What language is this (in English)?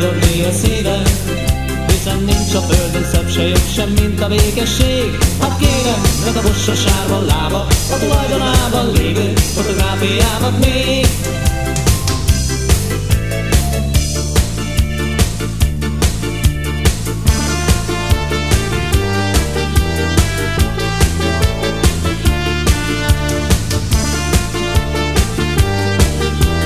Hungarian